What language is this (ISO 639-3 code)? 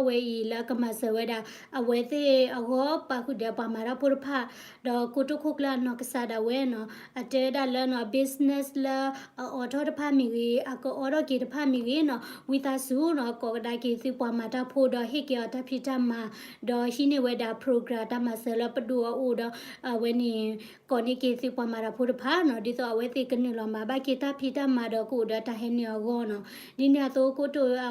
ksw